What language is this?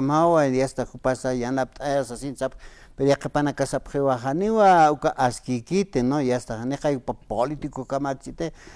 Aymara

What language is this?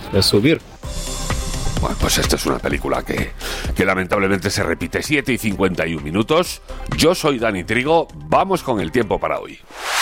Spanish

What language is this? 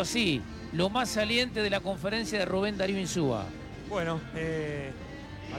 Spanish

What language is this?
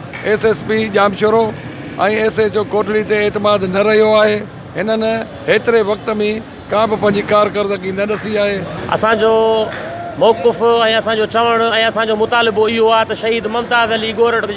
Sindhi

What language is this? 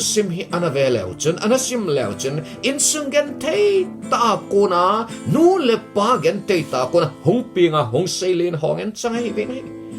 Thado Chin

